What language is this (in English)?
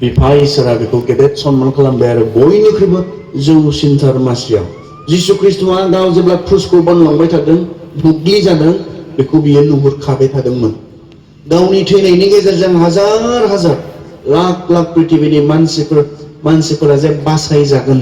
Bodo